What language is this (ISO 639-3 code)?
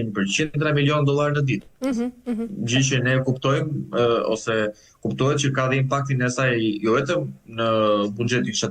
sqi